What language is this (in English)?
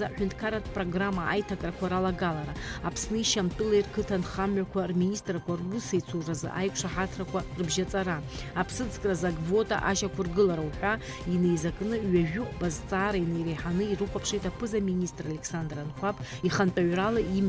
Abkhazian